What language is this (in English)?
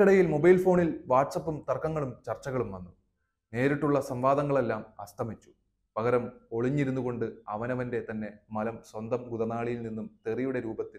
Malayalam